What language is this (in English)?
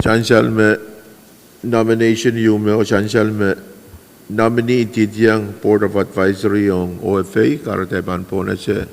Pohnpeian